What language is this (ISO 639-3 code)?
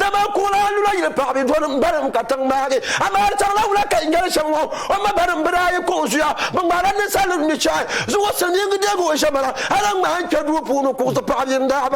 dag